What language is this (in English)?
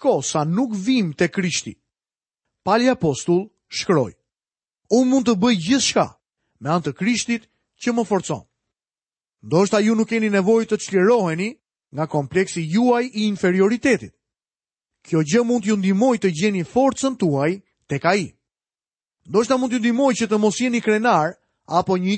Albanian